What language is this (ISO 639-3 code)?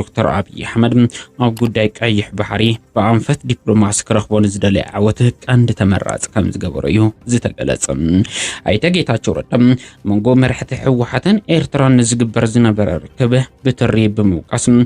tir